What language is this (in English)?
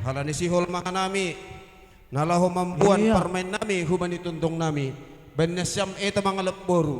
Batak Simalungun